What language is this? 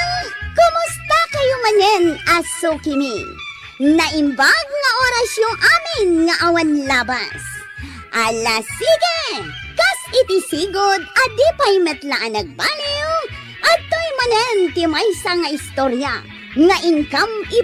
Iloko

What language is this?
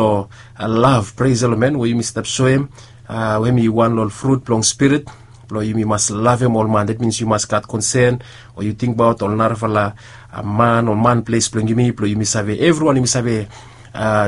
Bislama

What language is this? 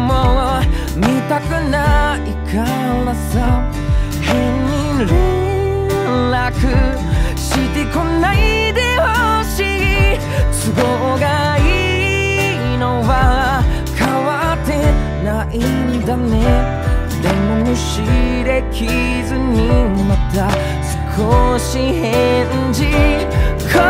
Japanese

